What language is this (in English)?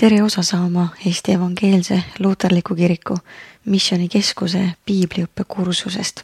Estonian